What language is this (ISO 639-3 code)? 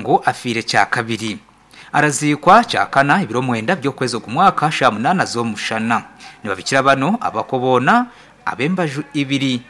nyn